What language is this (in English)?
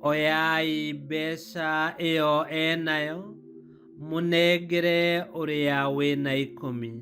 Kikuyu